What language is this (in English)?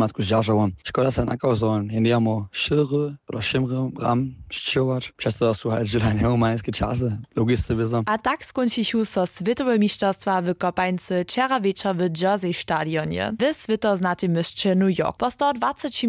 Upper Sorbian